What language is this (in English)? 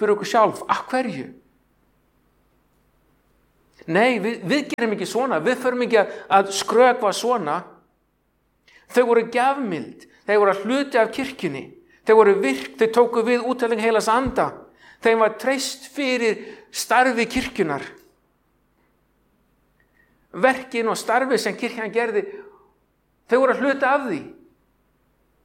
Icelandic